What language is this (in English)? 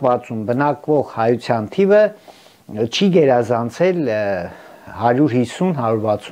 Armenian